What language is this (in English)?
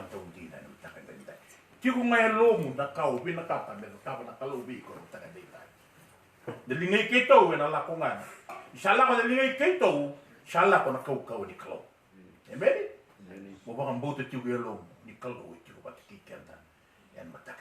Fijian